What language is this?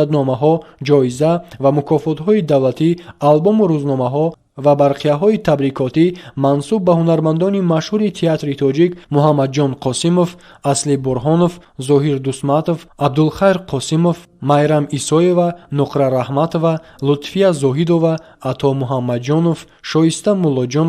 Tajik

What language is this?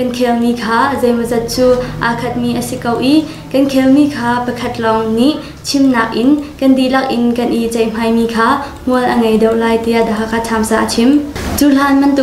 Hakha Chin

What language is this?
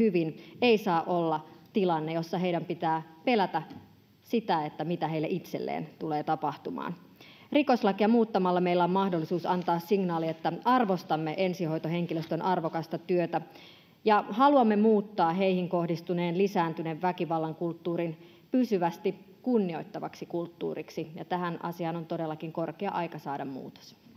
Finnish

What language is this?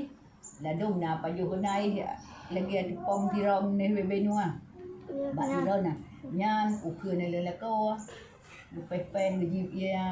Achinese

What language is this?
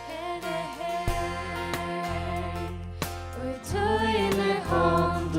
Faroese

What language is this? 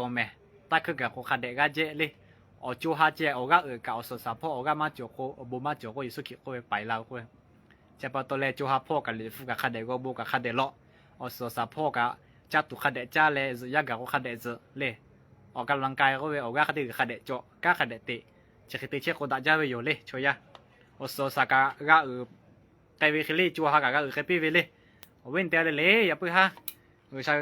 Lahu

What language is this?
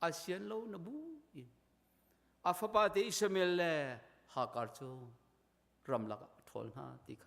Hakha Chin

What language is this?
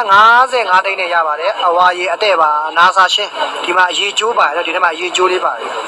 Burmese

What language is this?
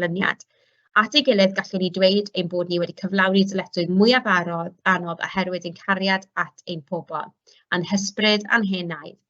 Welsh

